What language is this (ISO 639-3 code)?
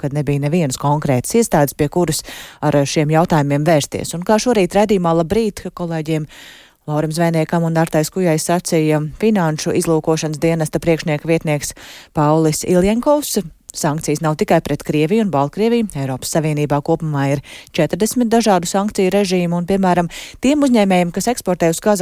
lav